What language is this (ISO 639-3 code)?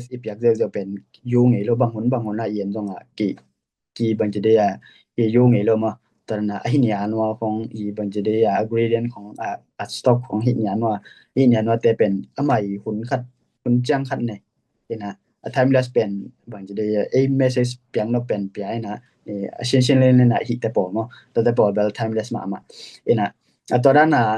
ctd